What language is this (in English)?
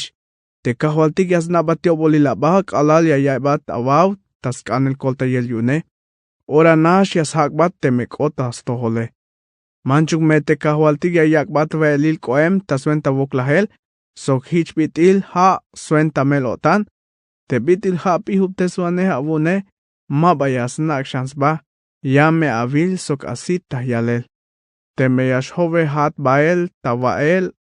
Tzeltal